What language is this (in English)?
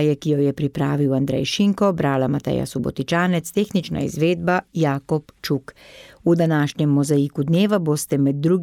Slovenian